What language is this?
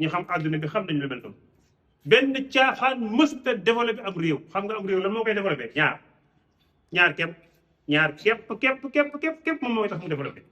Wolof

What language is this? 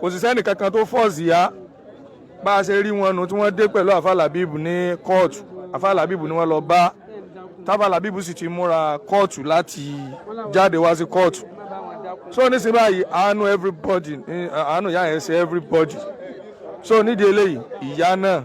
Yoruba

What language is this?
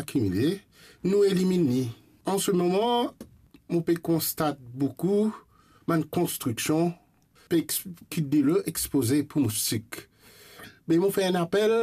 Morisyen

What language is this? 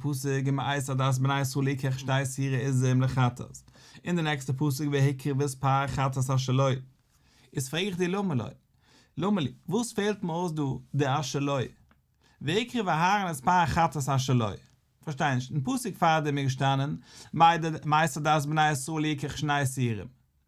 Yiddish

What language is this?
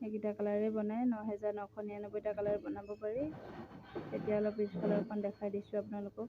Assamese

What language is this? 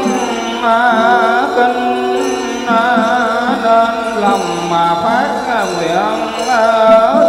Vietnamese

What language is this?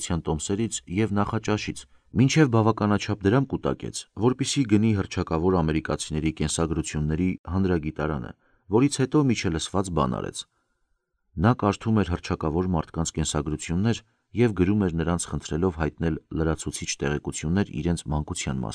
Armenian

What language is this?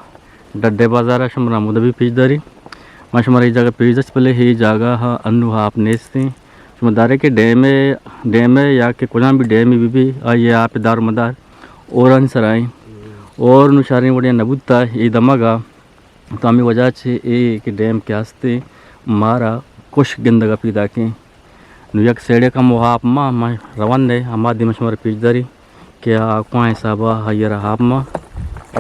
Eastern Balochi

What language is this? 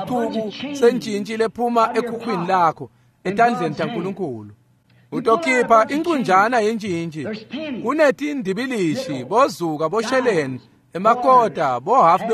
Swati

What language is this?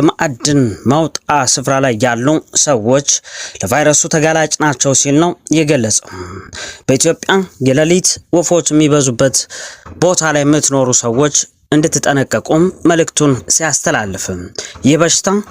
Amharic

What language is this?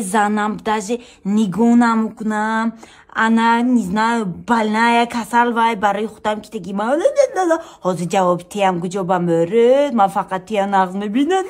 Tajik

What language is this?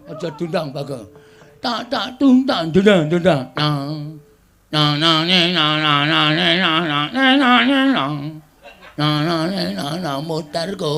Javanese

